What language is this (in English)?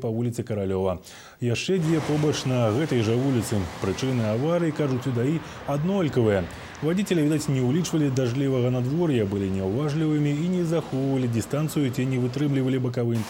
Belarusian